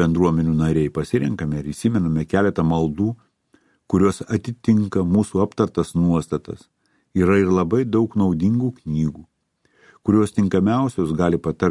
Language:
Lithuanian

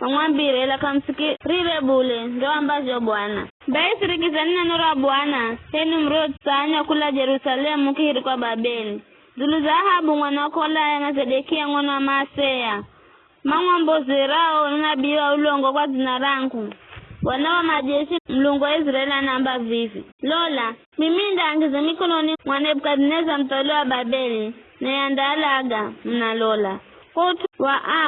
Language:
Giryama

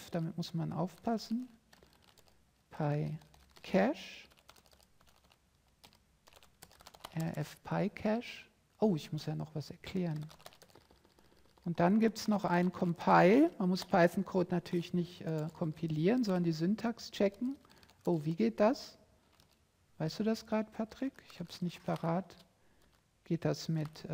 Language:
German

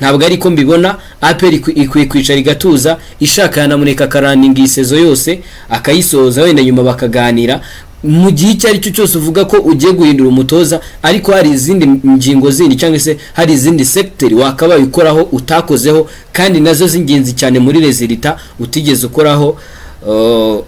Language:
Kinyarwanda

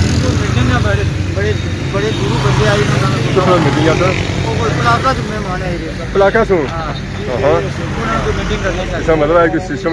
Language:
Pahari-Potwari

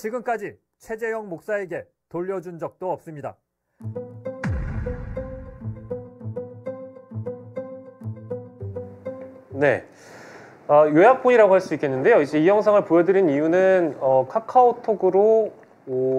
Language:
Korean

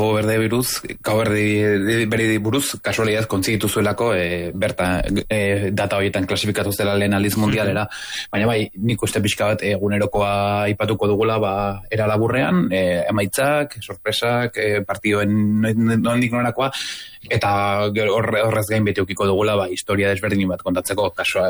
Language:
Basque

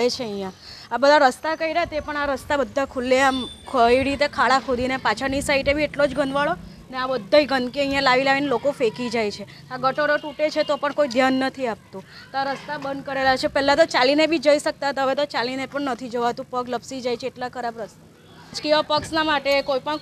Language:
Gujarati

